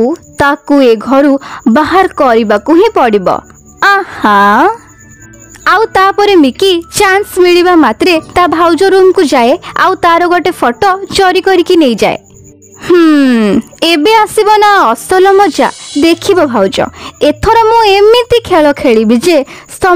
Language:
Odia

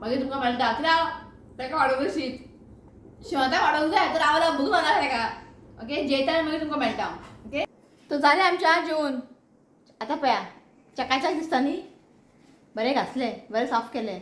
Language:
Konkani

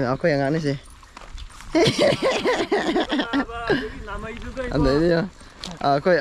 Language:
Manipuri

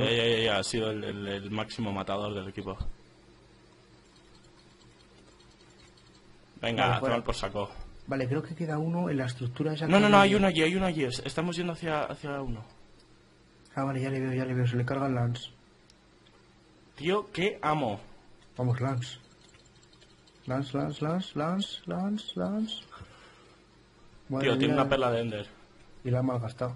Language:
Spanish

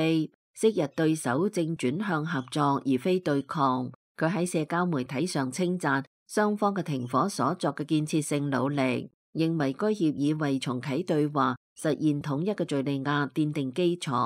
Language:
Cantonese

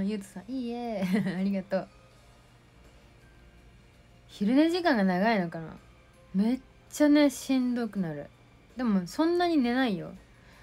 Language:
Japanese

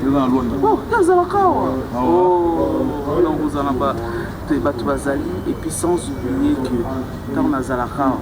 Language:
Lingala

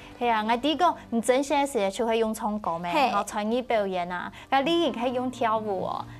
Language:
Hakka Chinese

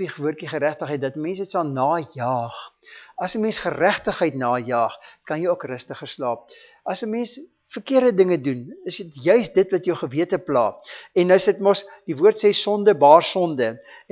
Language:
Afrikaans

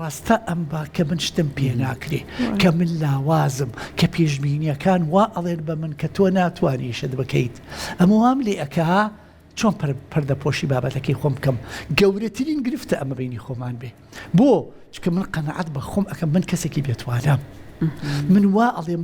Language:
Central Kurdish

